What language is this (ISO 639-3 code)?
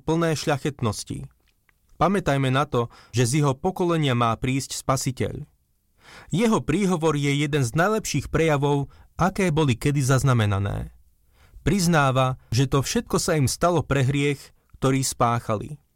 slk